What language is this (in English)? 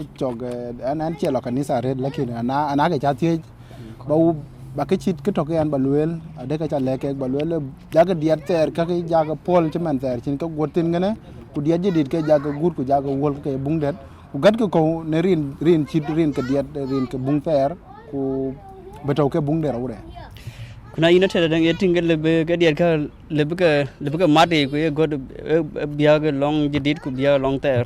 Dinka